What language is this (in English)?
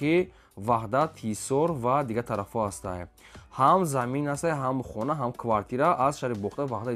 Tajik